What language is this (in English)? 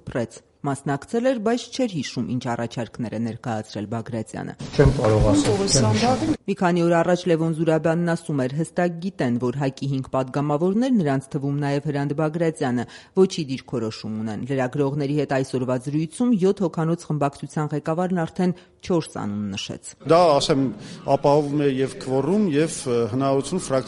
Armenian